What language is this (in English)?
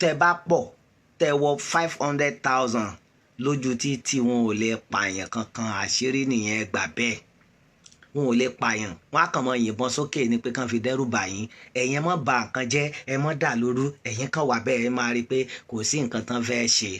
Yoruba